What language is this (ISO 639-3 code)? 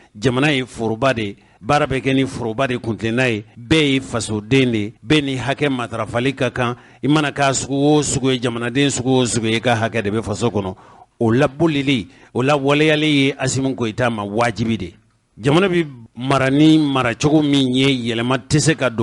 bam